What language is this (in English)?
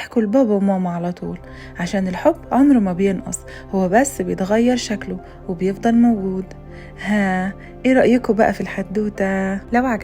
Egyptian Arabic